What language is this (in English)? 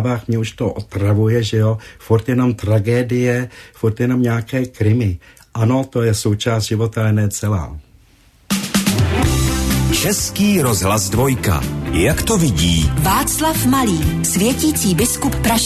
Czech